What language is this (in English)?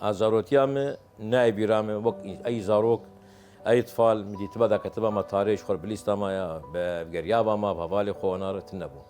Kurdish